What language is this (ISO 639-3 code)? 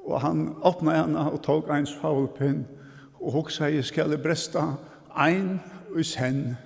fao